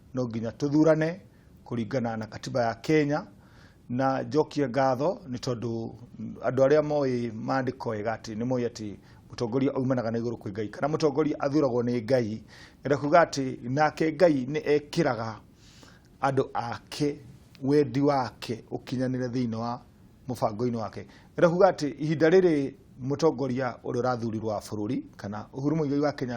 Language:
Kikuyu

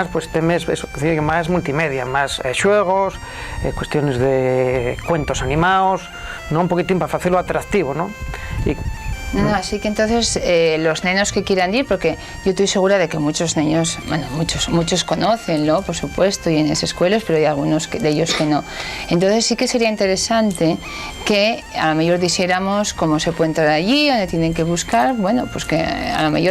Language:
Asturian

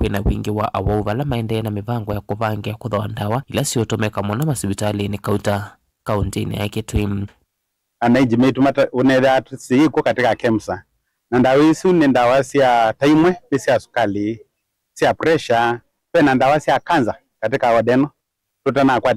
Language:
Kamba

